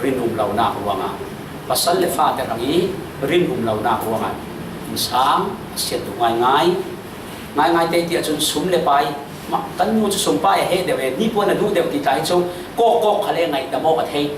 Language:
Falam Chin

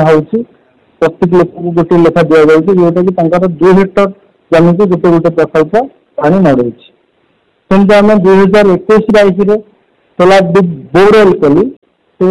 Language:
Odia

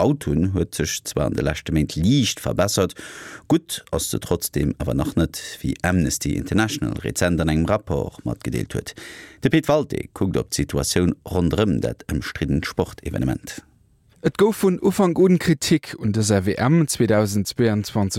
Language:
Luxembourgish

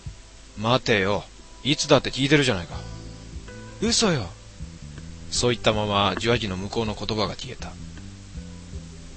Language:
Japanese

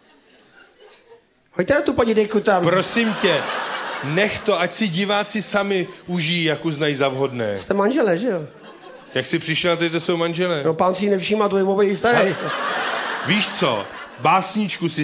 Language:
Czech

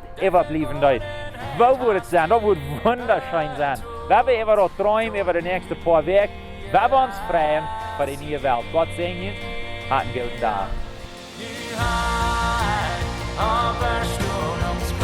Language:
Plautdietsch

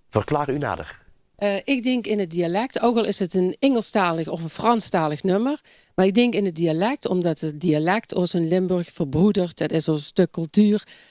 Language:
Limburgish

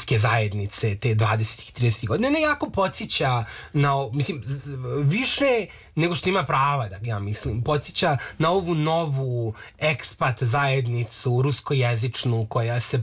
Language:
Serbian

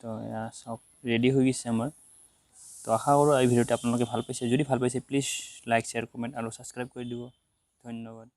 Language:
Assamese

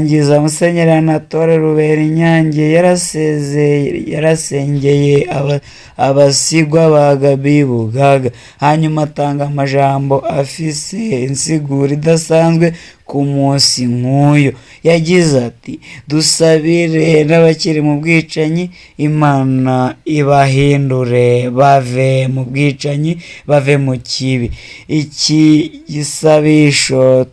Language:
Rundi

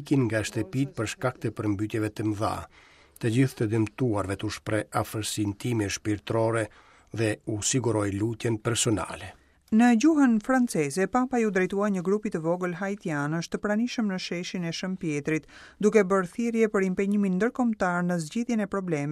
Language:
Albanian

